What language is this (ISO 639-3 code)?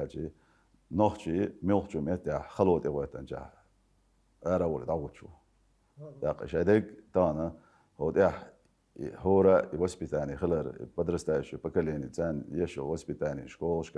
che